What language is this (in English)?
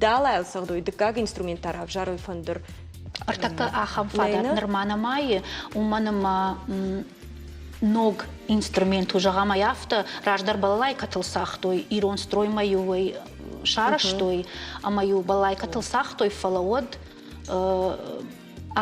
Ossetic